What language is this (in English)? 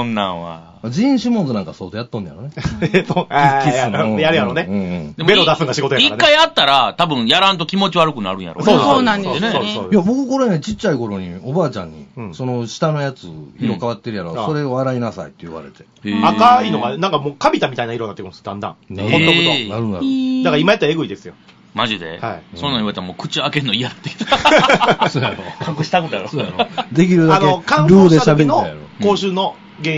Japanese